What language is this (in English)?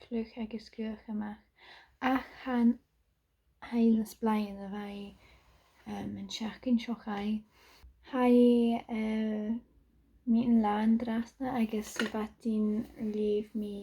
Scottish Gaelic